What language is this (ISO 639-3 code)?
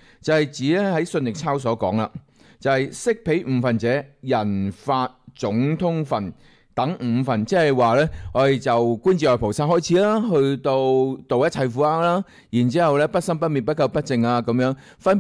yue